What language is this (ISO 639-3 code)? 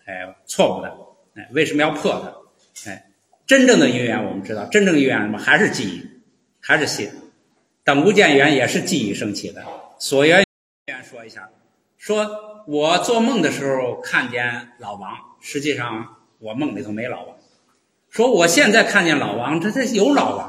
zho